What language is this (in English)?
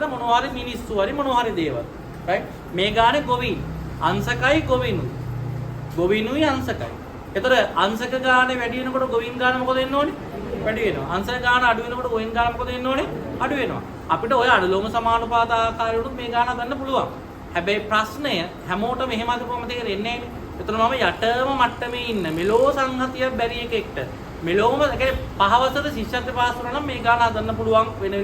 Sinhala